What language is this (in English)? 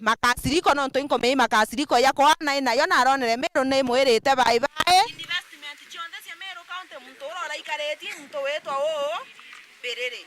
Meru